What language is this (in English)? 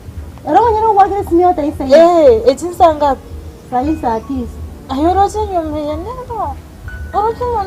Gusii